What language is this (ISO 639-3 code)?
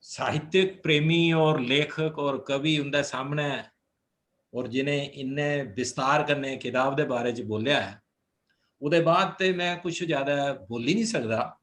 doi